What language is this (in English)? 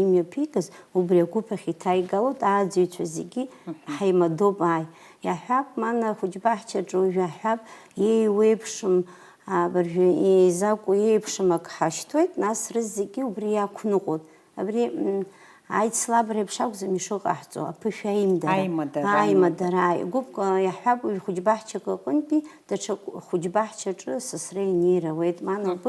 Abkhazian